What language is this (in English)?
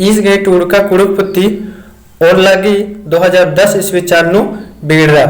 Kurukh